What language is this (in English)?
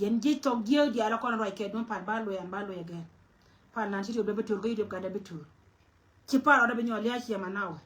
Nuer